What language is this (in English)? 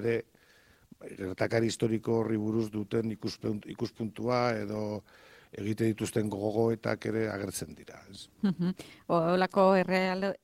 Basque